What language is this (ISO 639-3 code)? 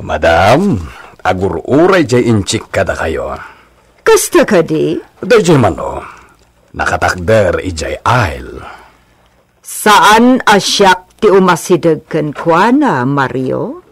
ilo